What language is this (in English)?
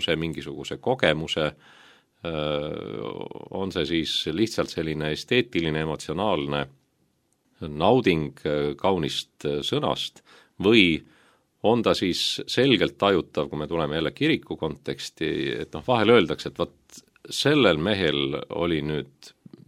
Estonian